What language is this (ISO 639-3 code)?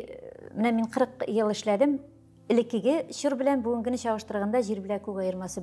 tat